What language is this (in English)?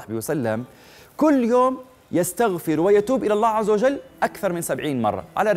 Arabic